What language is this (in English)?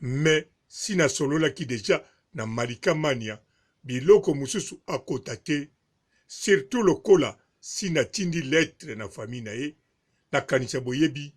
Lingala